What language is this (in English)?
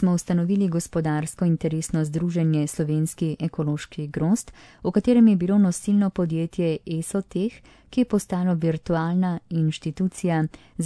Slovenian